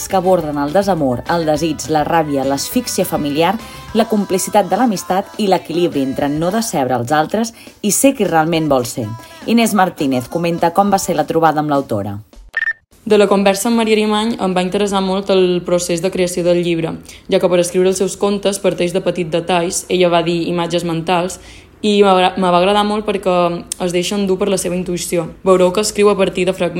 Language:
Catalan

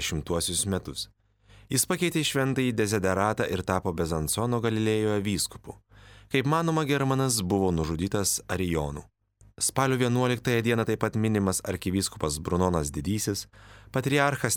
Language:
Lithuanian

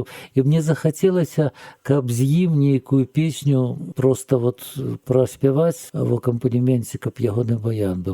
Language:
Belarusian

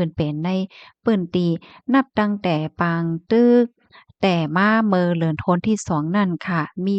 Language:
Shan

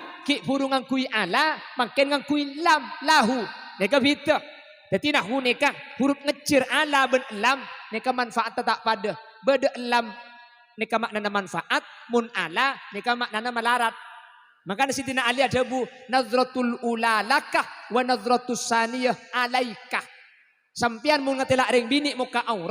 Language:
Madurese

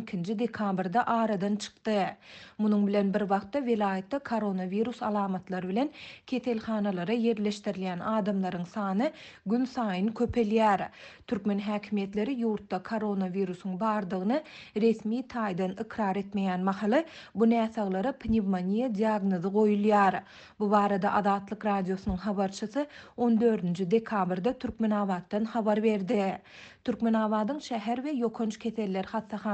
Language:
Turkmen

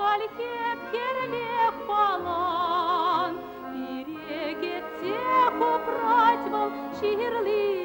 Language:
Chuvash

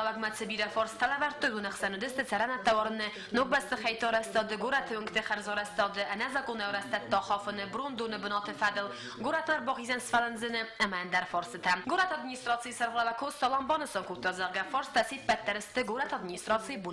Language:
Ossetic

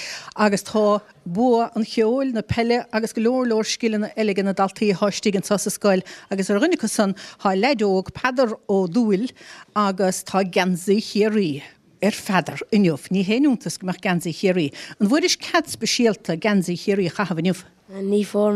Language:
Irish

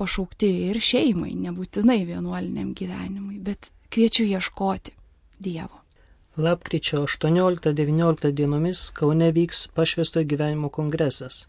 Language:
Lithuanian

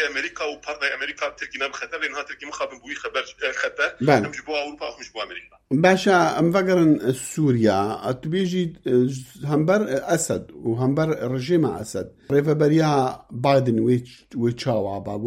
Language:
Kurdish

